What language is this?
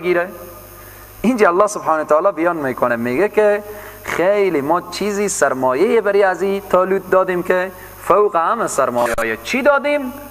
Persian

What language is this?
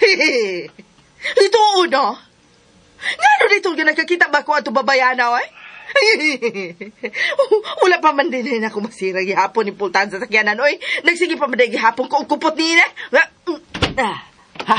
Cebuano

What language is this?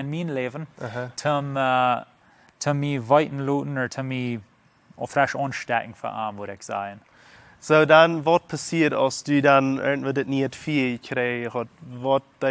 Plautdietsch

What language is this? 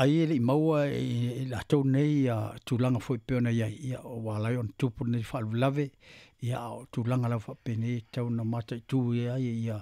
Samoan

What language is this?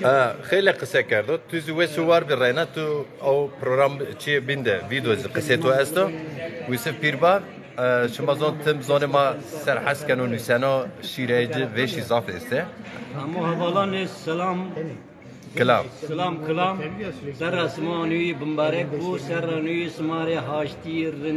Zaza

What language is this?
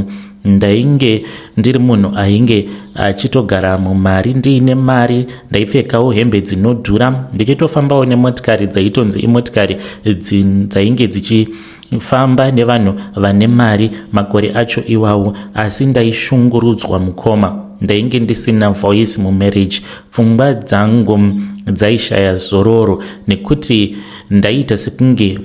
Shona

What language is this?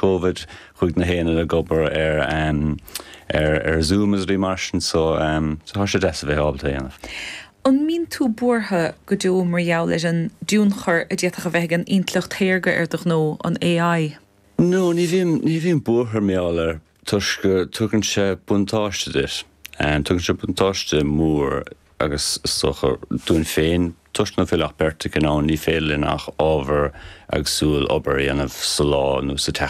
Irish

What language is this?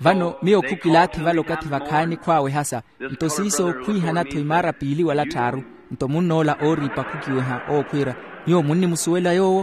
Makhuwa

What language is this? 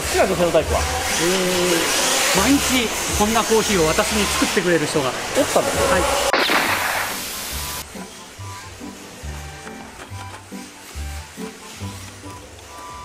Japanese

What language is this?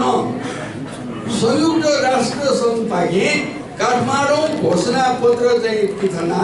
Newari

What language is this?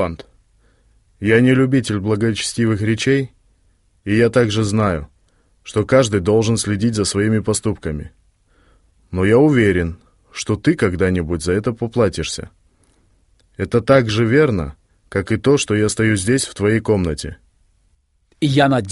Russian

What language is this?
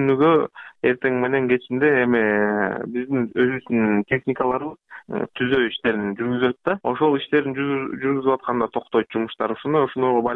Kyrgyz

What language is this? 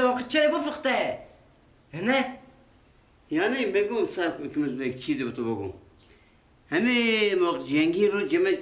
Persian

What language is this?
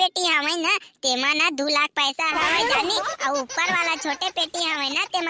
Chhattisgarhi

